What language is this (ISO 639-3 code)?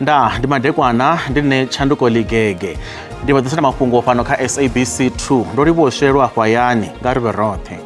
ven